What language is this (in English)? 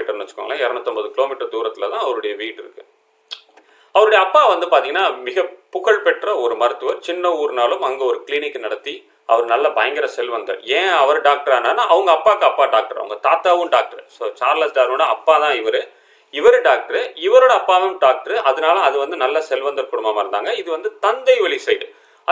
Tamil